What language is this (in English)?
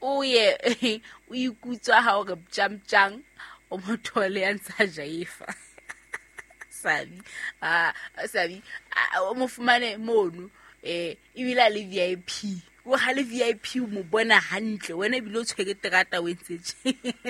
Southern Sotho